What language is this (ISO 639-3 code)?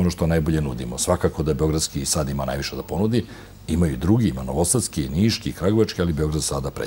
srp